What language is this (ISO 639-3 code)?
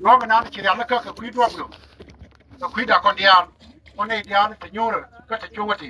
nus